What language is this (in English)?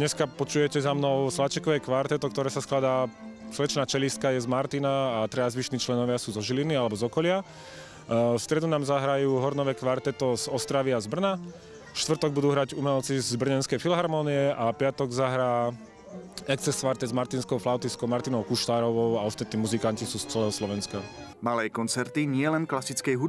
Slovak